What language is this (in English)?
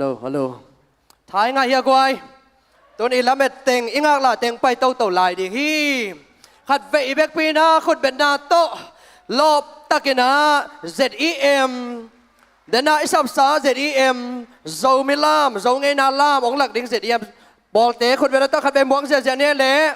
Tedim Chin